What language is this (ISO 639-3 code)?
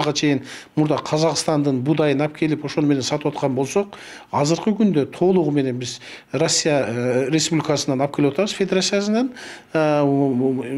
kir